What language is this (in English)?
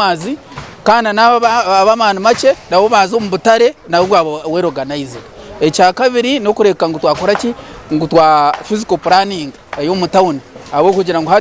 Nyankole